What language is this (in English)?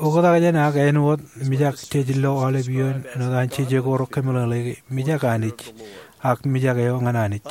Marshallese